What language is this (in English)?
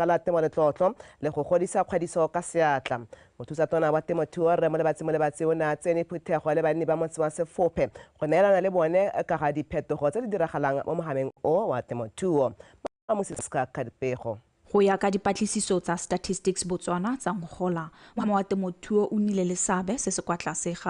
Tswana